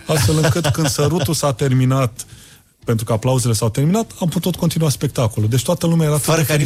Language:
Romanian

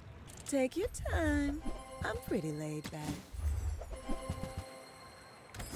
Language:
English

